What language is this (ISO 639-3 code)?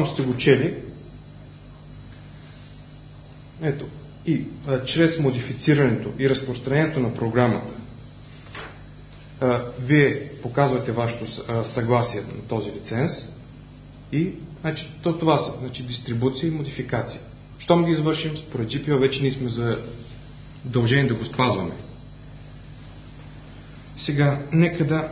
bul